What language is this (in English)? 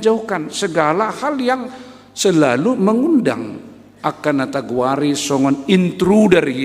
Batak Toba